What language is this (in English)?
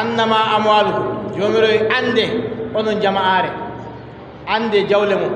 Adamawa Fulfulde